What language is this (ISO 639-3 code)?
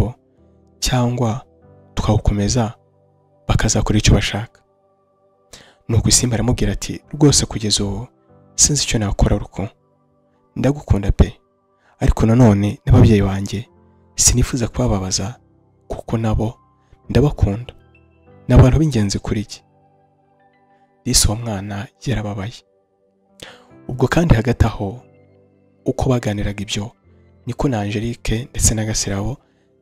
kin